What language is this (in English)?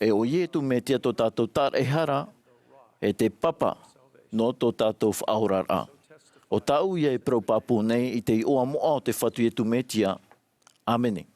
Tahitian